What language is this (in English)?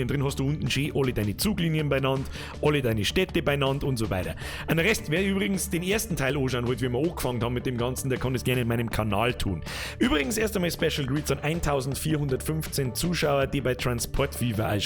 Bavarian